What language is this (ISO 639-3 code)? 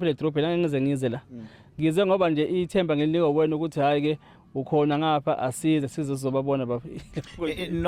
zul